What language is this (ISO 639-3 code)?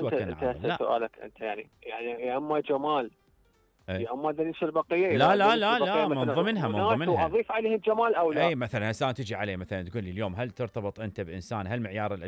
acm